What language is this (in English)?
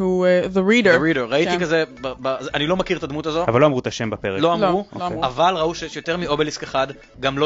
Hebrew